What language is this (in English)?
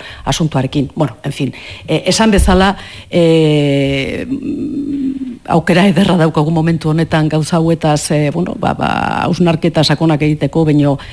Basque